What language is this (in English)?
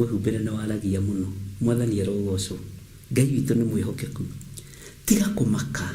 Kikuyu